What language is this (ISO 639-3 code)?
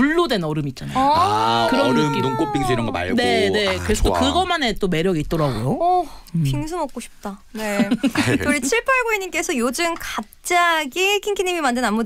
kor